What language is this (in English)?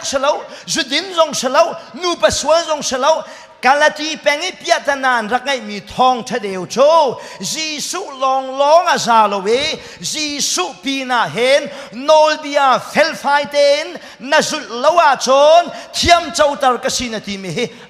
Hakha Chin